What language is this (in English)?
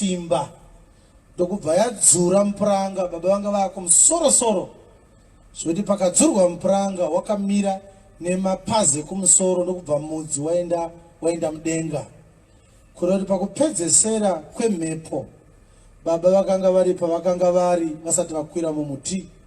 Shona